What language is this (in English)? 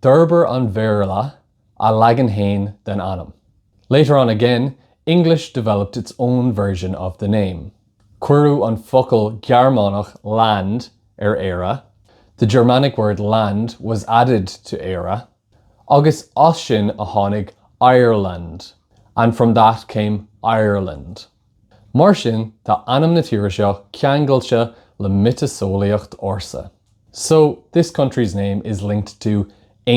Irish